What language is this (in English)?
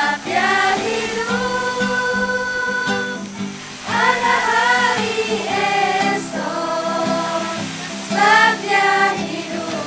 Manado Malay